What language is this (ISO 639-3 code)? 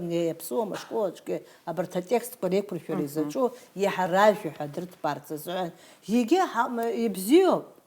abk